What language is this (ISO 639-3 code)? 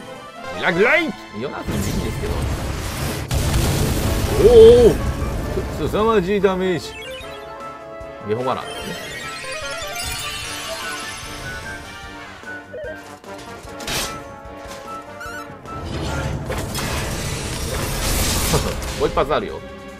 jpn